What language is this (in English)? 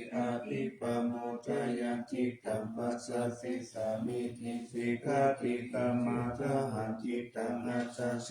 Pali